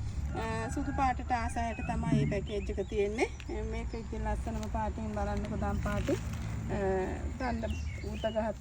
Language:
Sinhala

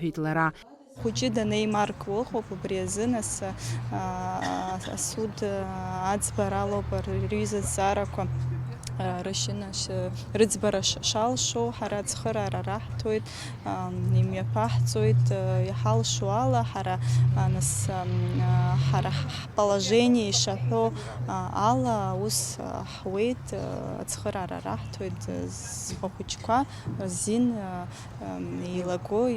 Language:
Abkhazian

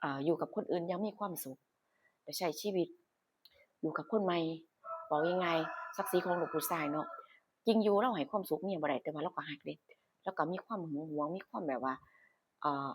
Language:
Northeastern Thai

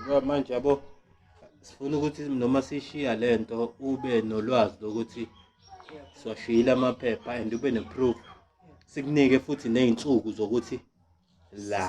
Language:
Zulu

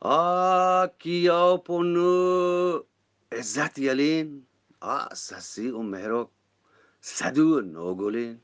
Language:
Eastern Balochi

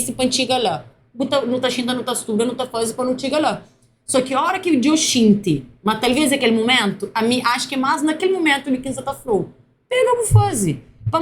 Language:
Kabuverdianu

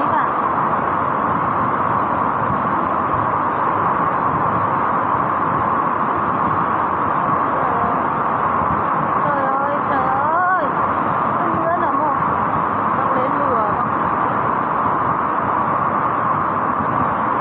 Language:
Vietnamese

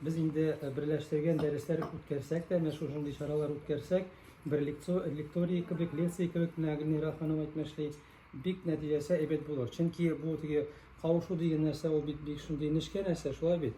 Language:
Tatar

